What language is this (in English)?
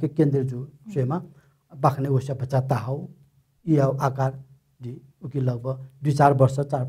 Newari